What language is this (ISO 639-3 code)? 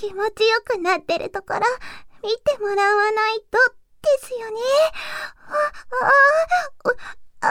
jpn